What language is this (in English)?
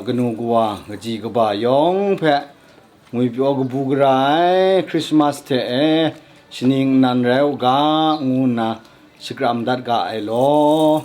Kachin